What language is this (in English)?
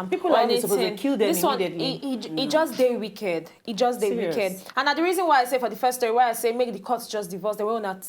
Nigerian Pidgin